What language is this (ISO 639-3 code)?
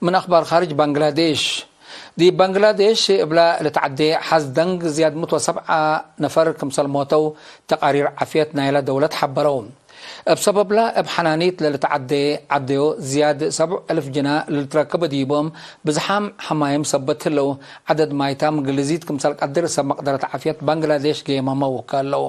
tig